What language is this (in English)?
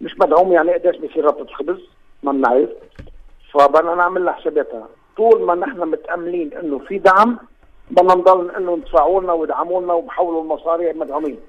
North Levantine Arabic